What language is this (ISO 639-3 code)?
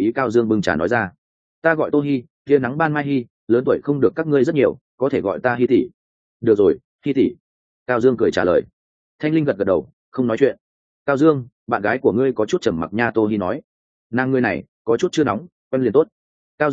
vie